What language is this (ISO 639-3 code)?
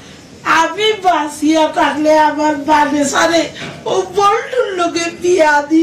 syl